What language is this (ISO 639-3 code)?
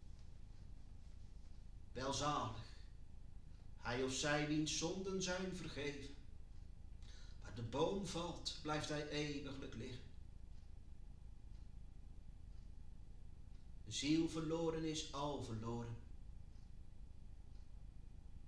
nld